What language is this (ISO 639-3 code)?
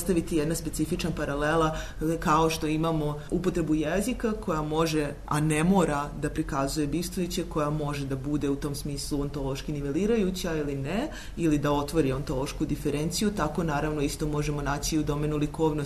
srp